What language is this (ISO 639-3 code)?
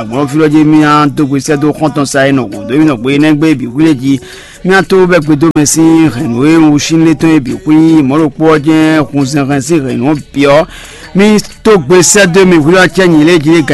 fon